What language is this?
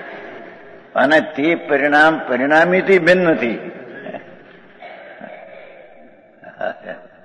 Gujarati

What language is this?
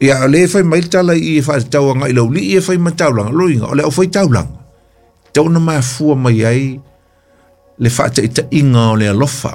Samoan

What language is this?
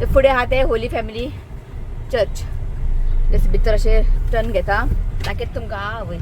Konkani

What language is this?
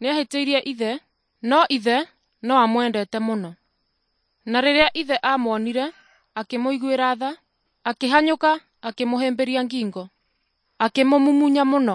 Kikuyu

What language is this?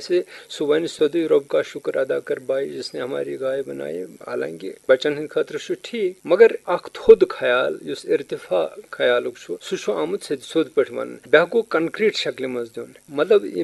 Kashmiri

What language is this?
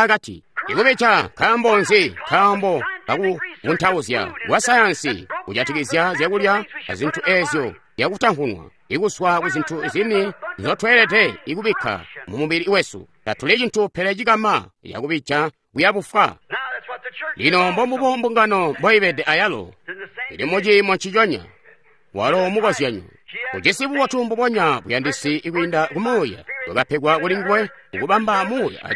Tonga (Zambia)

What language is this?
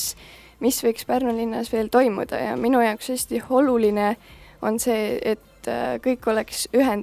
Estonian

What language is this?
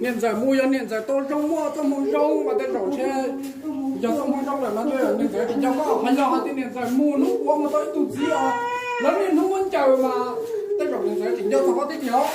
Hmong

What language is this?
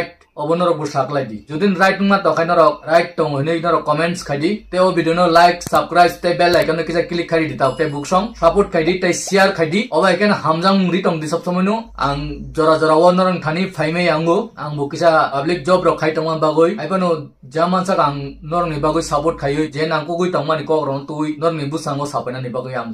Kok Borok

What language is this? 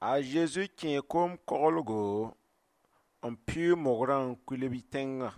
Mossi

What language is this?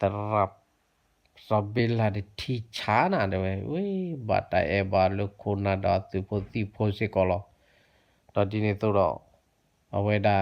S'gaw Karen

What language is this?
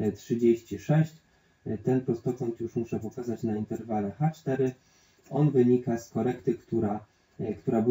Polish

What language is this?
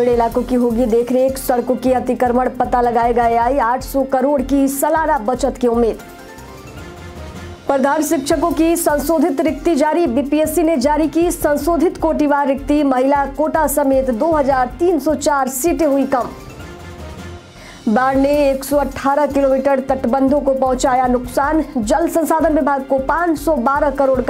Hindi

